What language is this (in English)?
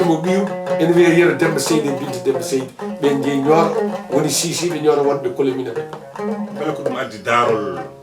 Fula